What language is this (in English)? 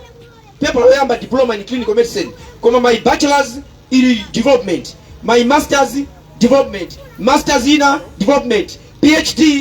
Nyanja